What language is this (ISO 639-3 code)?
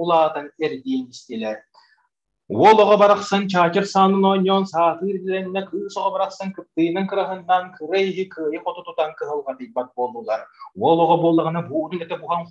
sah